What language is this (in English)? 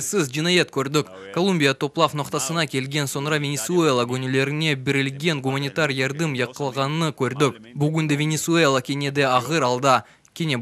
Crimean Tatar